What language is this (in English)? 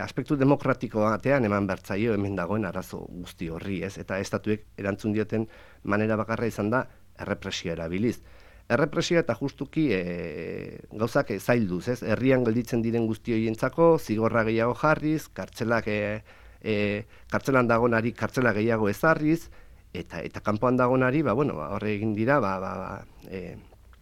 Basque